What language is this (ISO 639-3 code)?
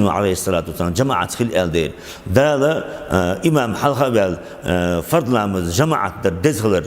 che